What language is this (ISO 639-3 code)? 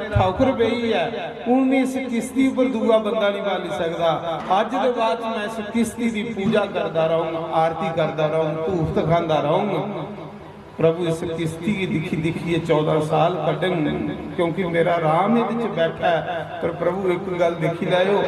doi